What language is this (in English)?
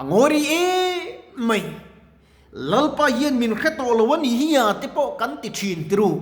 Mizo